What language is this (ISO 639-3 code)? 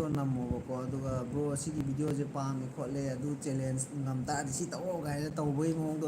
mni